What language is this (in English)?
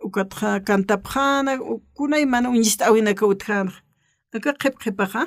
Aymara